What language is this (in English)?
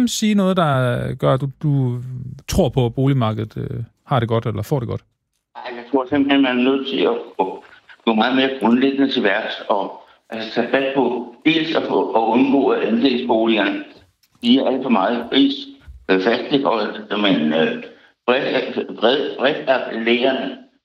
Danish